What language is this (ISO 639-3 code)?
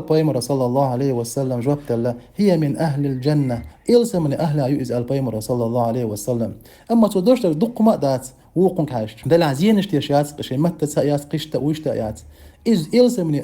che